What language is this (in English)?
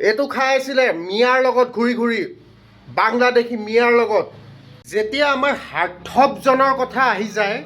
Assamese